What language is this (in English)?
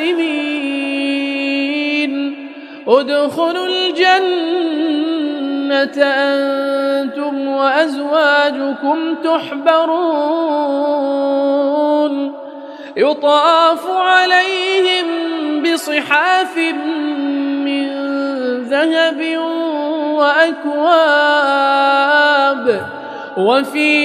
Arabic